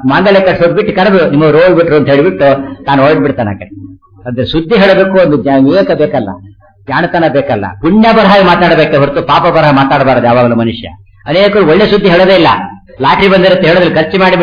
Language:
Kannada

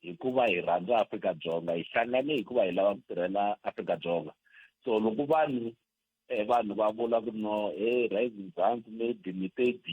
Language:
Tsonga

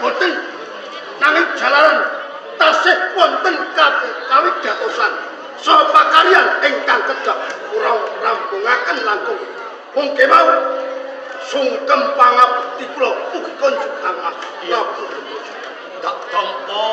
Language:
Javanese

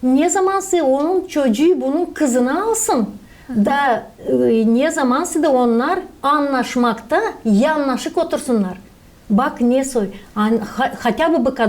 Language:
Gagauz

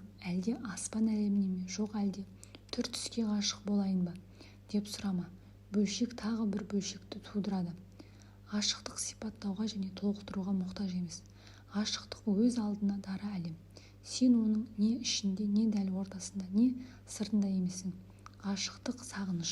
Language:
Kazakh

